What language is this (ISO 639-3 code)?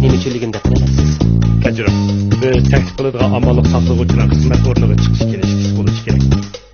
uig